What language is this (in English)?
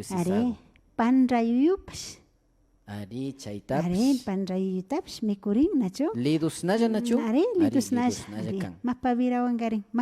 Imbabura Highland Quichua